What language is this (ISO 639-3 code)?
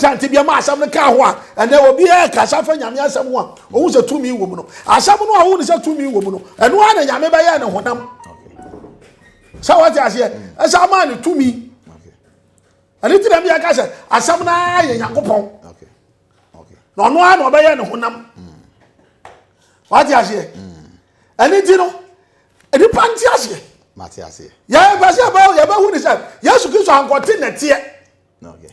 aka